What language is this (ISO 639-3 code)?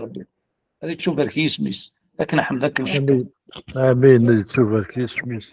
kab